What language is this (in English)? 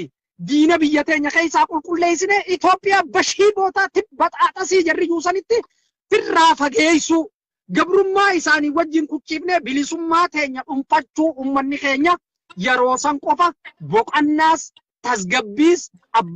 Oromo